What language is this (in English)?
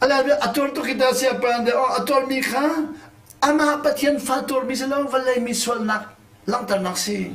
Hakha Chin